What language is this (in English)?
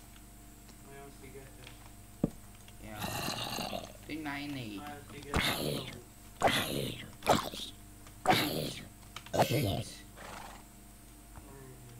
Hungarian